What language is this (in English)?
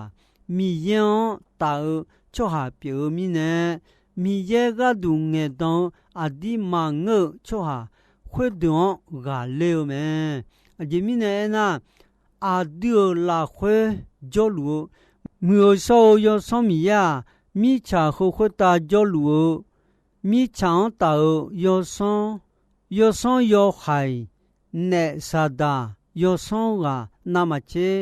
Akha